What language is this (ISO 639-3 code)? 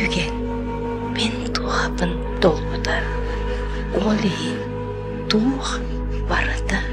sah